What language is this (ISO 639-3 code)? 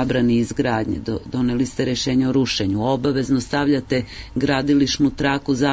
srp